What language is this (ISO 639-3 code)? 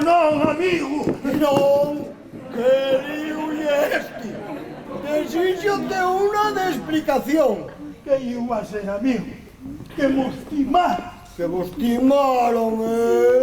ast